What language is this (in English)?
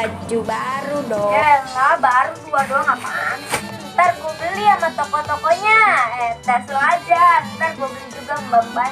Betawi